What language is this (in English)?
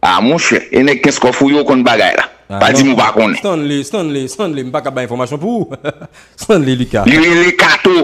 Haitian Creole